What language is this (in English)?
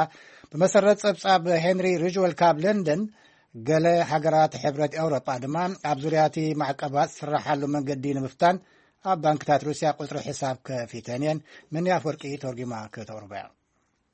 Tigrinya